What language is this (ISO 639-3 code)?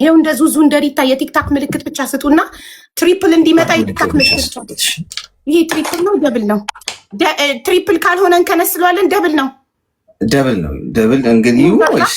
amh